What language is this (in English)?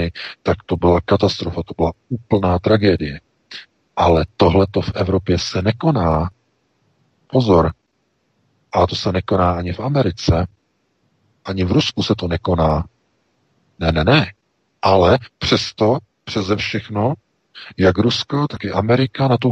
Czech